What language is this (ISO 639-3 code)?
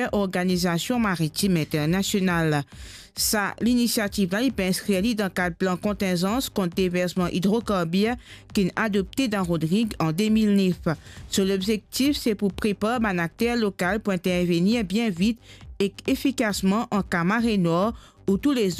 mfe